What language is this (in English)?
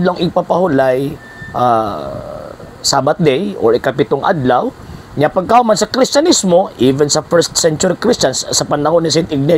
Cebuano